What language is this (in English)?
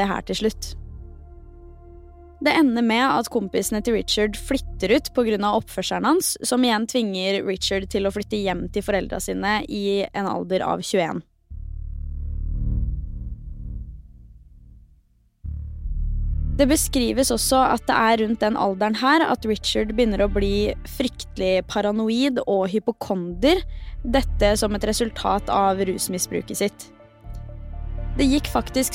Norwegian